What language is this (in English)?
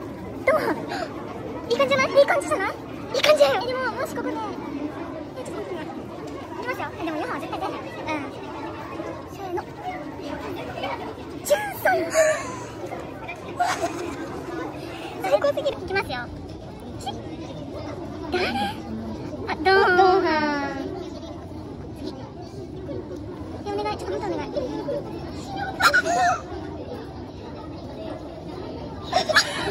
Japanese